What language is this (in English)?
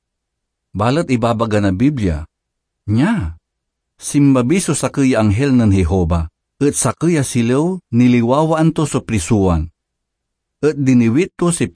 Pangasinan